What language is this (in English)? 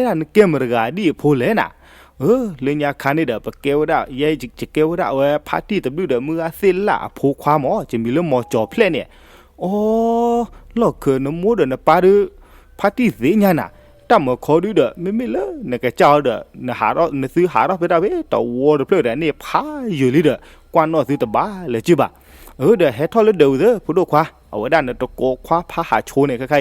S'gaw Karen